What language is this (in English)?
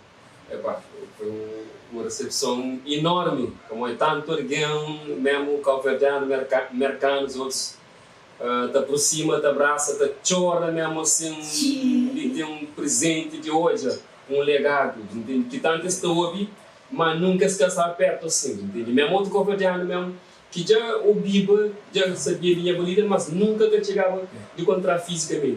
Kabuverdianu